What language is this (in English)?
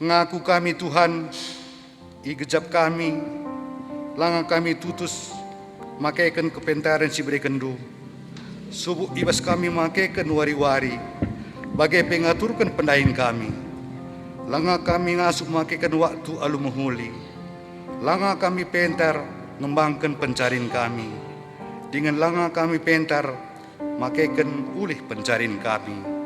Batak Karo